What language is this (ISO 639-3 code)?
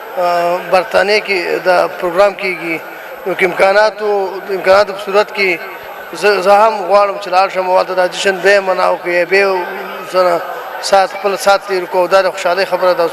pus